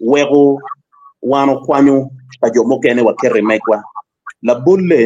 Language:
Acoli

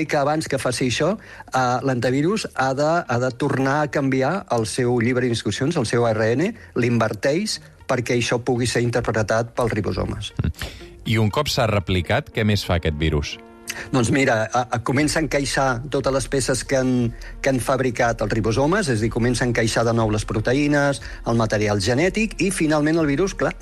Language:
Catalan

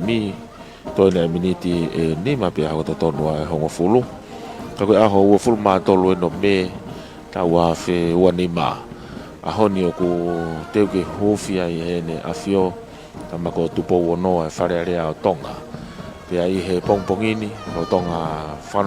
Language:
Tongan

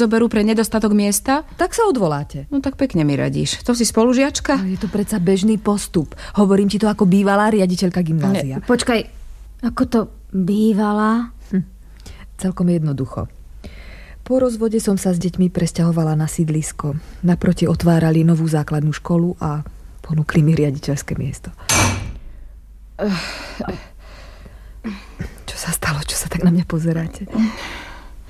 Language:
Slovak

